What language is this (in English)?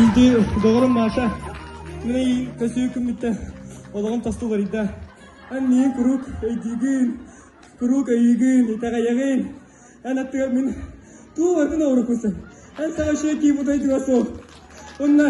Yakut